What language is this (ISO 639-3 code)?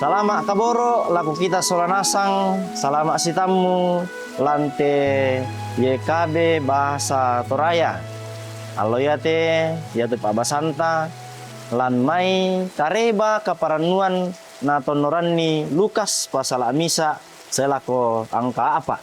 sda